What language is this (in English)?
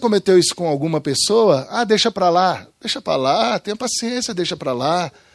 Portuguese